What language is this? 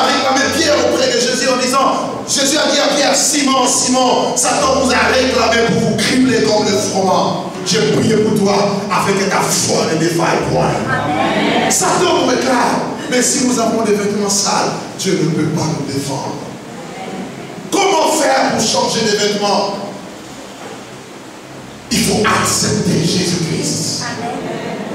French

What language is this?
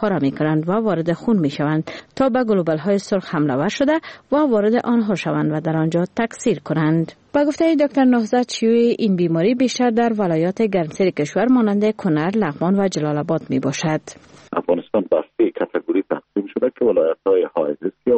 Persian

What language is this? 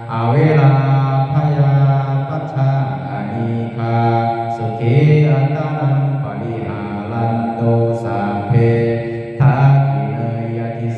Pali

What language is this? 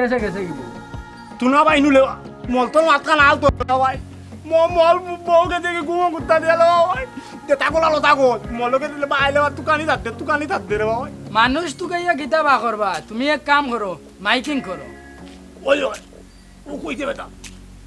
Sylheti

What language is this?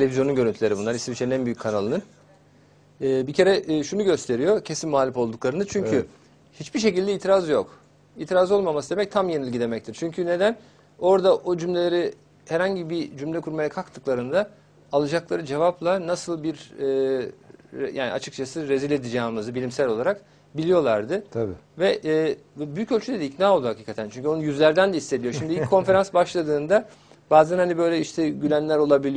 Turkish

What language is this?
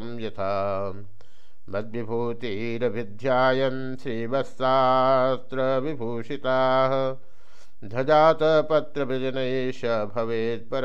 Sanskrit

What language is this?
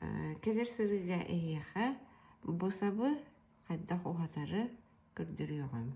Yakut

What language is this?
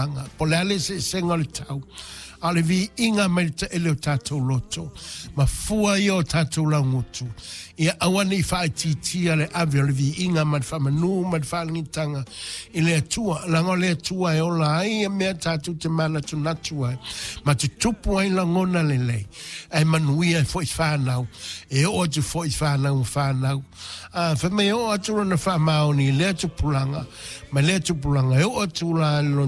Samoan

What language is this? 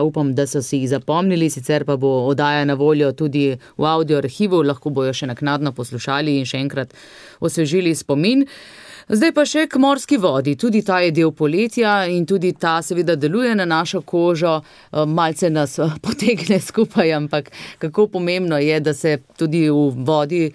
Slovenian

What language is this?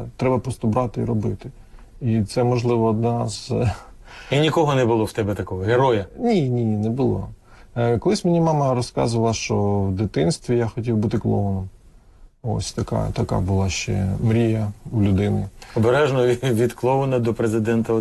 Ukrainian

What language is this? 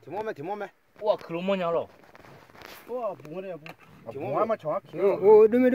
Akha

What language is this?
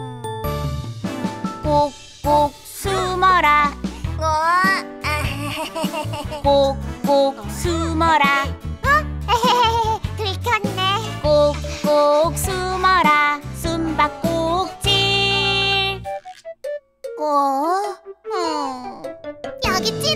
Korean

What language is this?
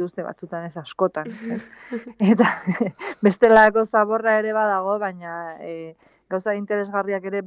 Basque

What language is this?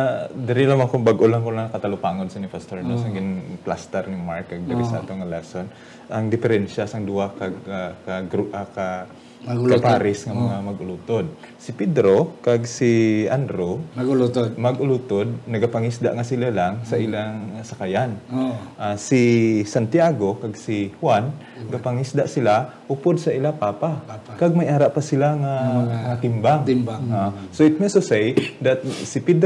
Hiligaynon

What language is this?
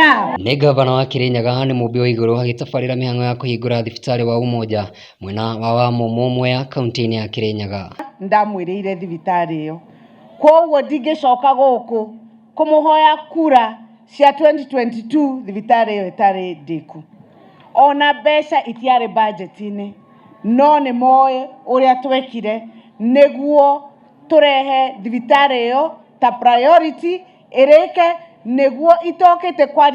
Kikuyu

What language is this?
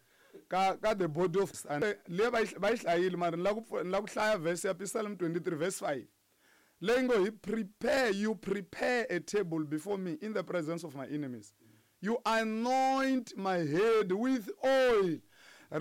Tsonga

